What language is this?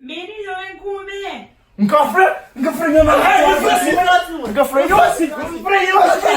Kabuverdianu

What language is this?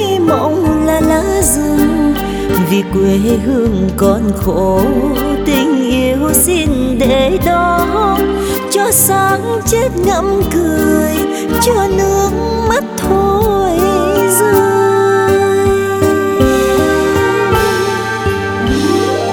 Vietnamese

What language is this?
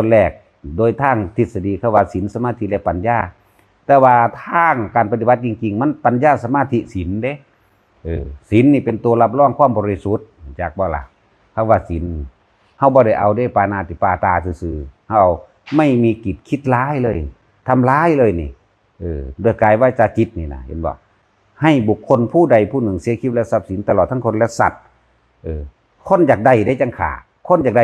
Northeastern Thai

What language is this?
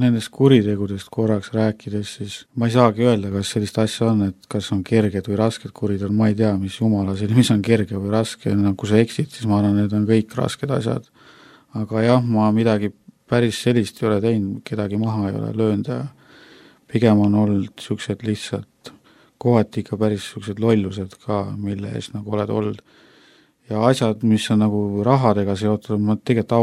Estonian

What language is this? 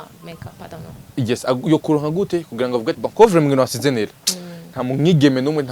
Rundi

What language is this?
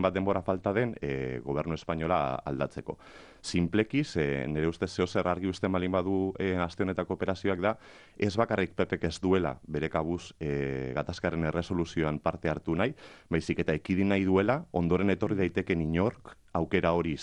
Basque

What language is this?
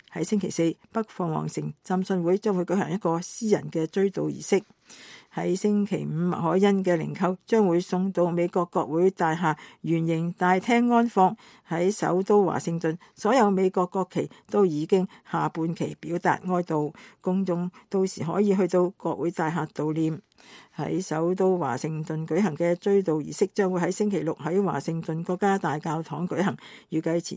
Cantonese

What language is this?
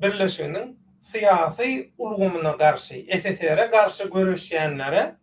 Turkmen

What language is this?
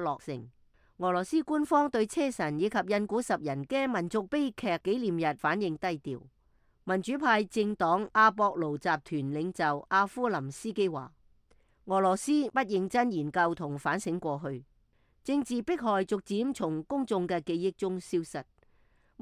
Cantonese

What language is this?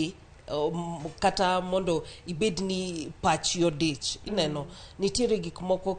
Luo (Kenya and Tanzania)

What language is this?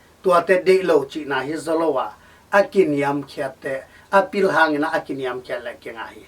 Tedim Chin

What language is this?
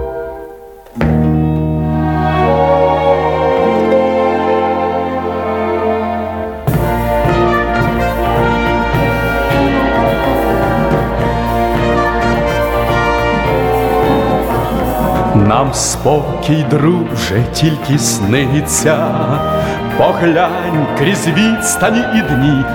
Ukrainian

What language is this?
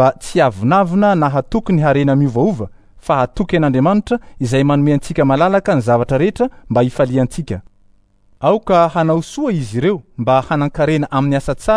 Malagasy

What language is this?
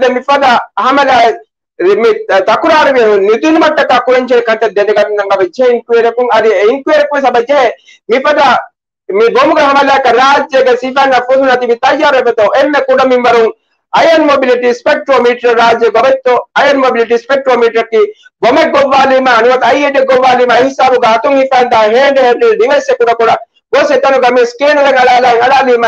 Divehi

